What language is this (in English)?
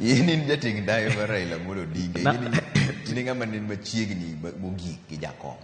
Luo (Kenya and Tanzania)